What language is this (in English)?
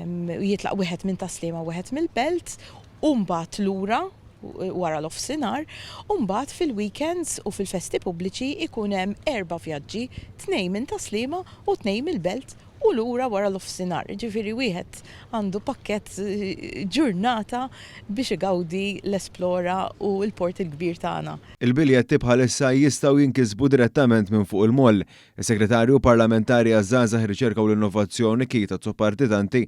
Maltese